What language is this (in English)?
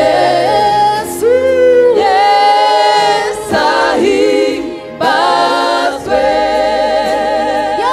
Kinyarwanda